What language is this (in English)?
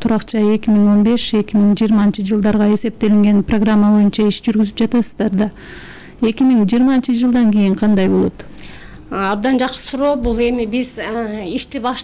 Kyrgyz